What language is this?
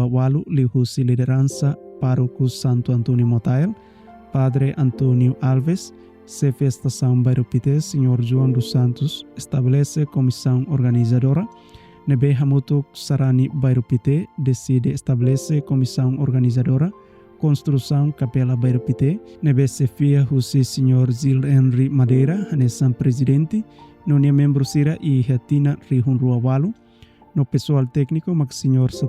Tetum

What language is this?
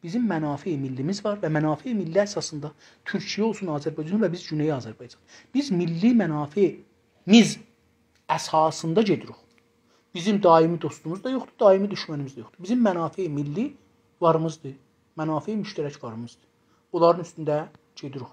South Azerbaijani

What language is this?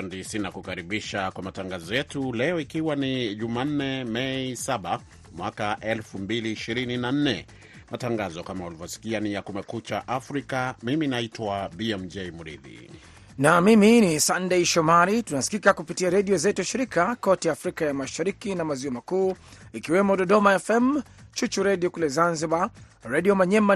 Swahili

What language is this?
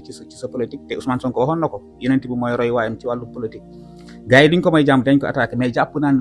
Wolof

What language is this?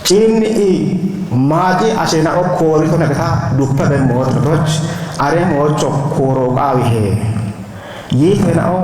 Kafa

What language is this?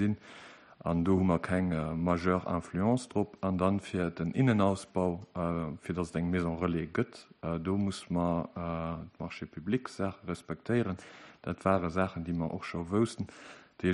Luxembourgish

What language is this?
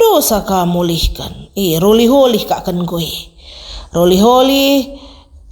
Batak Karo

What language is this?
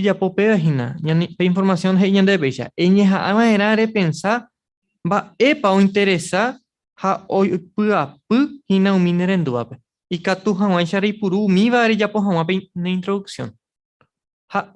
Guarani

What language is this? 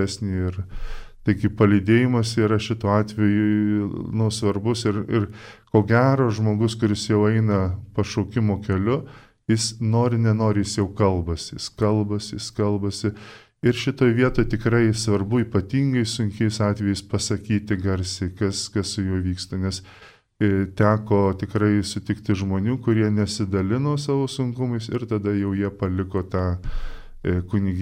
Lithuanian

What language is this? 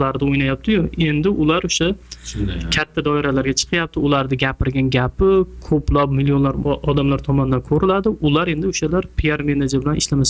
Uzbek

